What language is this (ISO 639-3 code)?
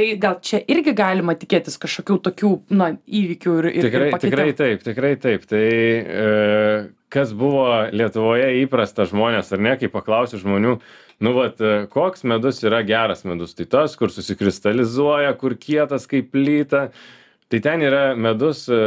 lit